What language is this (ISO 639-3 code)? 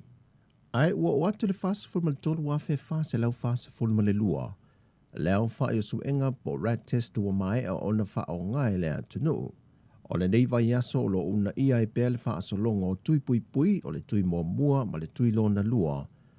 smo